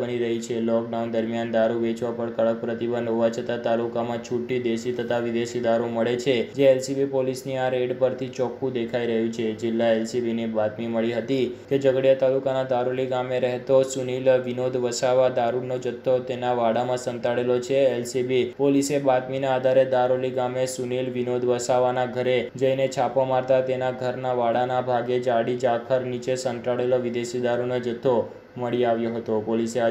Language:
Gujarati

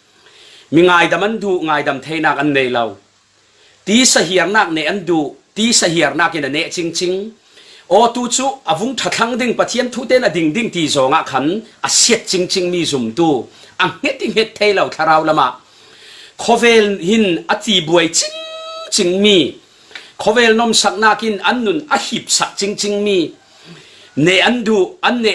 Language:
Falam Chin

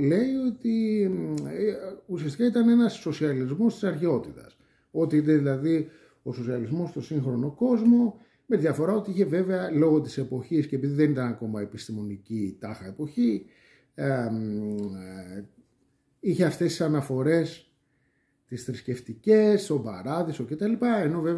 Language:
Greek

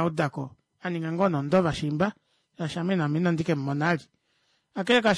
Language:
Kuanyama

